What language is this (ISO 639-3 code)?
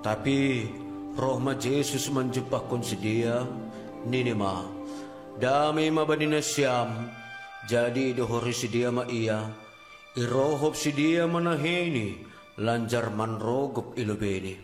bts